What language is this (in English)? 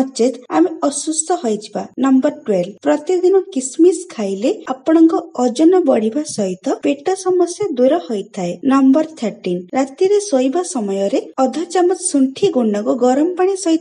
Odia